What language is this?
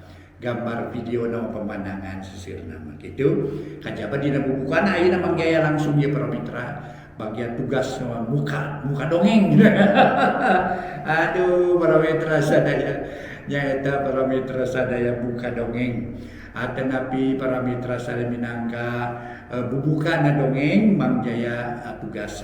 Sundanese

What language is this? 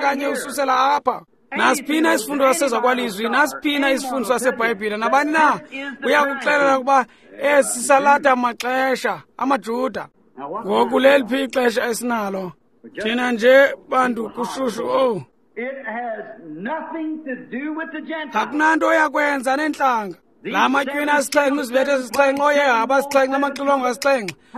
Xhosa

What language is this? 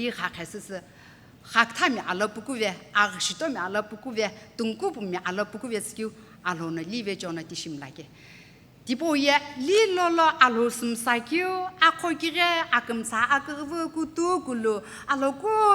Sumi Naga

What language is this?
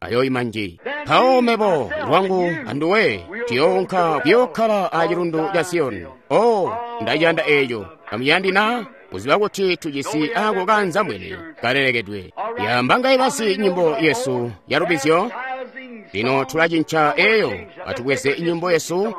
Tonga (Zambia)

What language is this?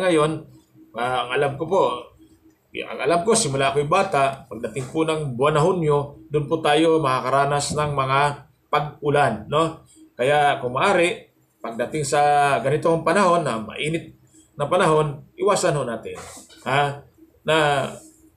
Filipino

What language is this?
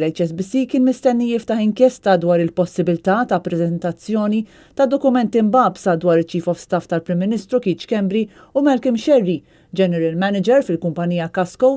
Maltese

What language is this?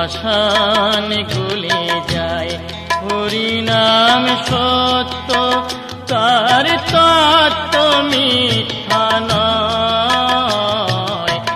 Bangla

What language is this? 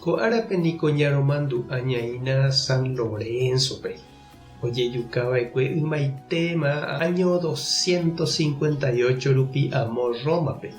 Guarani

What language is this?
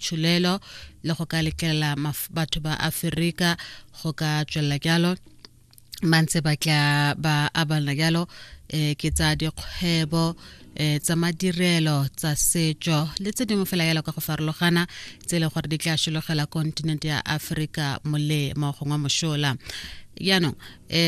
Tswana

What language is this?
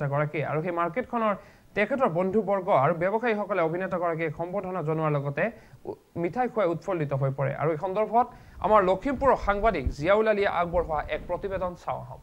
Assamese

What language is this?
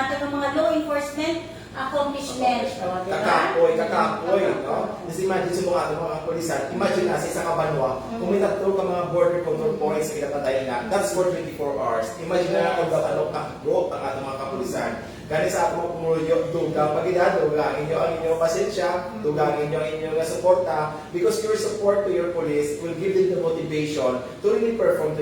Hiligaynon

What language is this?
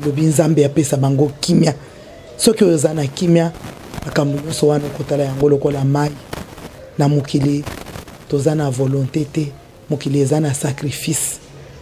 Lingala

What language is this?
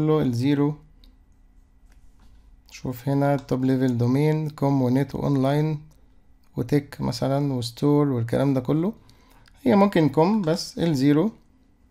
Egyptian Arabic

